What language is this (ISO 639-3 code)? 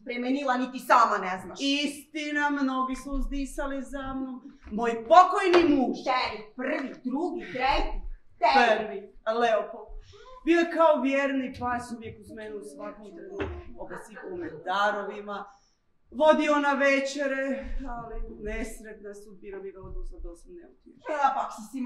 hrv